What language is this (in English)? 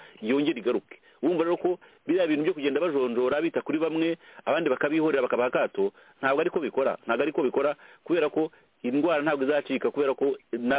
Kinyarwanda